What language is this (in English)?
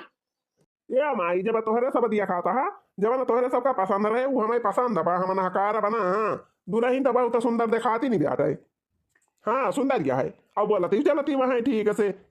Awadhi